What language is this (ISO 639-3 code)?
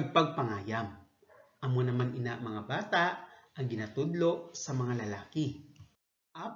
hil